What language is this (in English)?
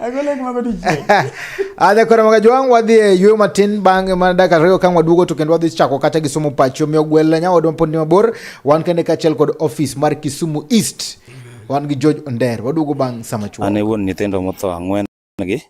Luo (Kenya and Tanzania)